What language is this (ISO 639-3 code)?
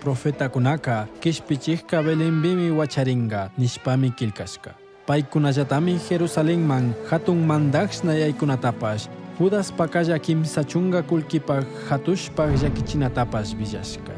qug